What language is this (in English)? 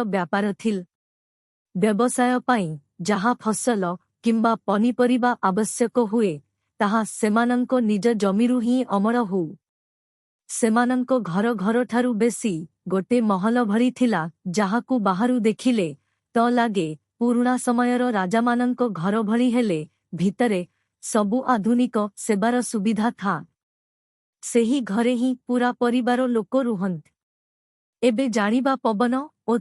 Odia